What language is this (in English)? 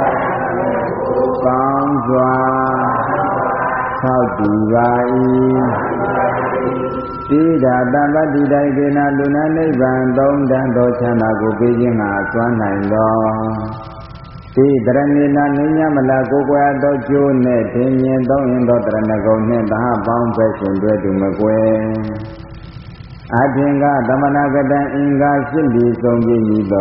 Burmese